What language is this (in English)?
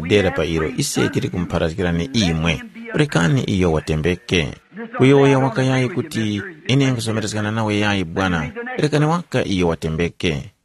Tumbuka